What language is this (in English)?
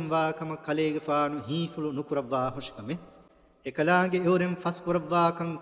Divehi